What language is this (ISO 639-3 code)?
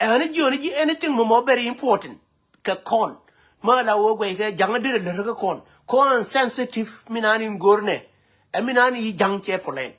nus